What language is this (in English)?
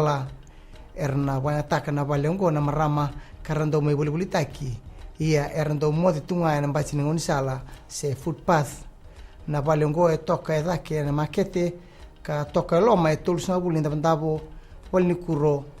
Fijian